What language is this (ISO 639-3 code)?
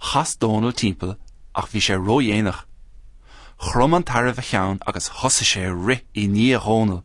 gle